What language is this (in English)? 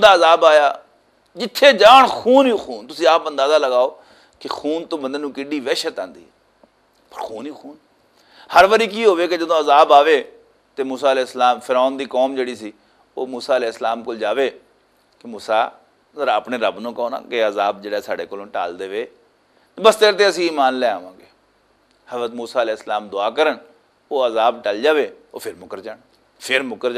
Western Panjabi